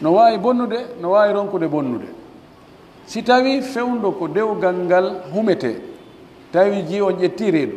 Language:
Pular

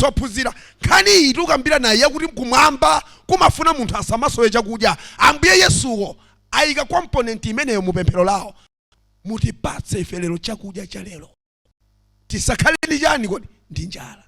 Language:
Nyanja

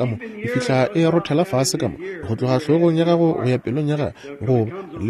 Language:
Northern Sotho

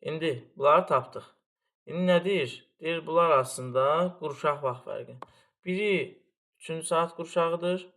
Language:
Azerbaijani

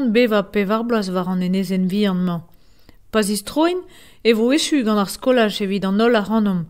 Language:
Breton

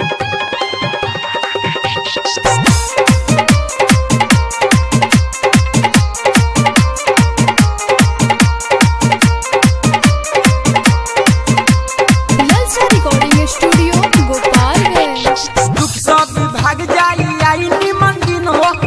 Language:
Bhojpuri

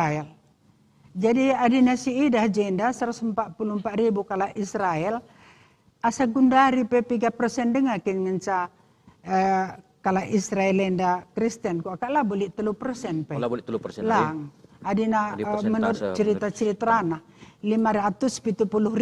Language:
Batak Karo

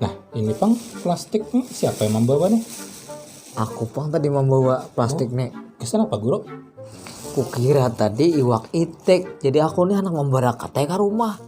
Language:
Banjar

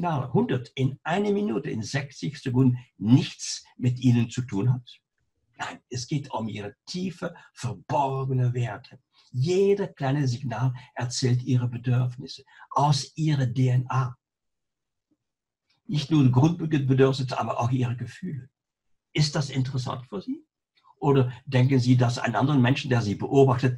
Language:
German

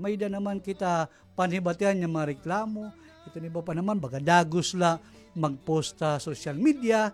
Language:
Waray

